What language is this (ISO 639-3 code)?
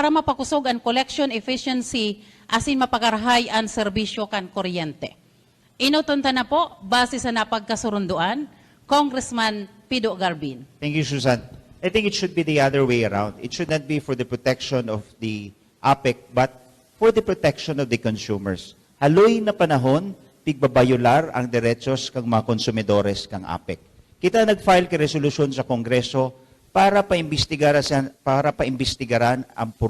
bik